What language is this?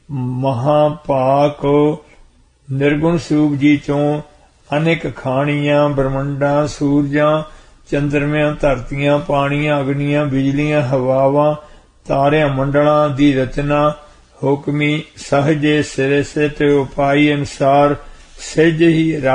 Punjabi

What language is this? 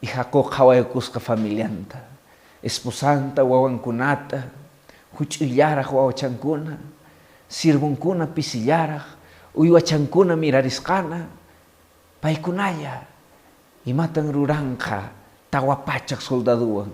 Quechua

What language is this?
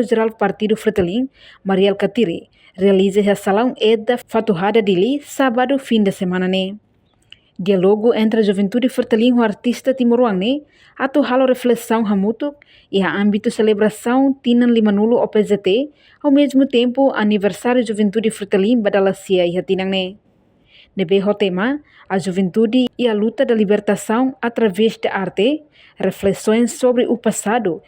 Tetum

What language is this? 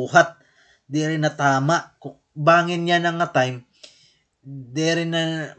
Waray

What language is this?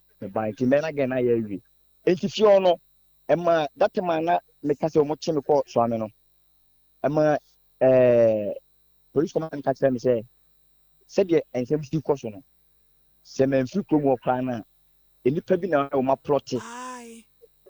Akan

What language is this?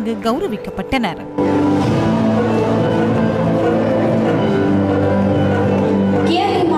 Tamil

